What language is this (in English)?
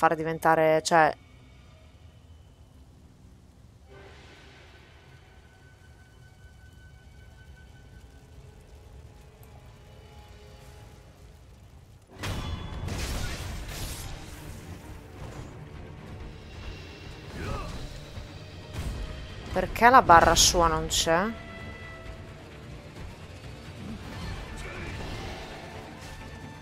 Italian